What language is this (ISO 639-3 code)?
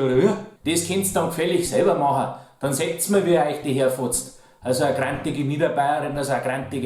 bar